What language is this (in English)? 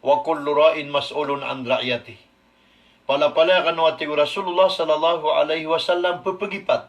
Maranao